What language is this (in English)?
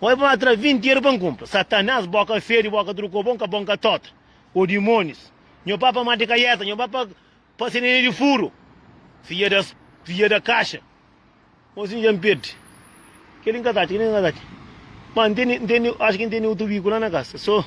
Kabuverdianu